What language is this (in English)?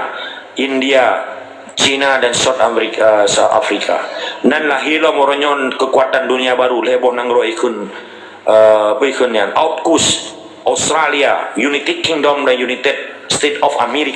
Achinese